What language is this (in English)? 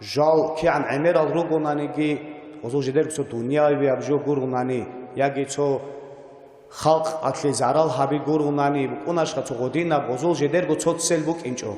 Avaric